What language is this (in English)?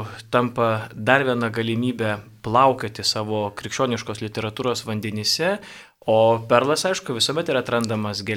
Lithuanian